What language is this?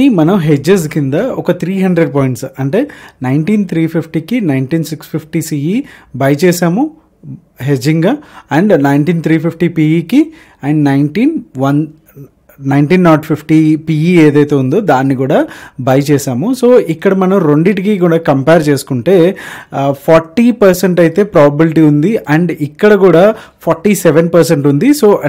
Telugu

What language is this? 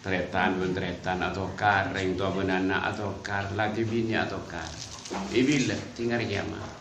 Madurese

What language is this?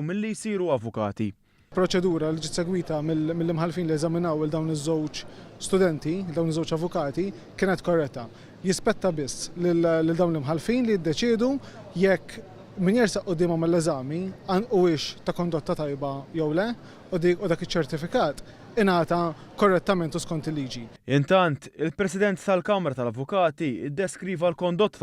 Maltese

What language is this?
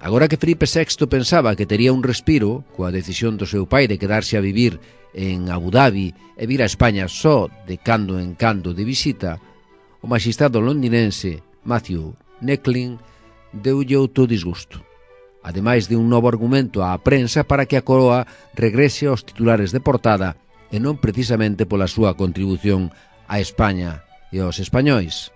Galician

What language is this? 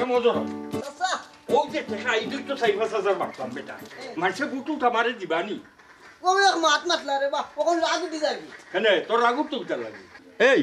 Sylheti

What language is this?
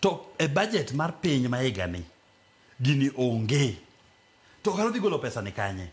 Luo (Kenya and Tanzania)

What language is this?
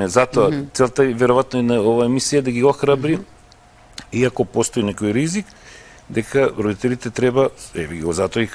Macedonian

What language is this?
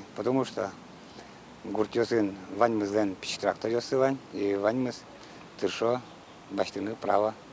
Udmurt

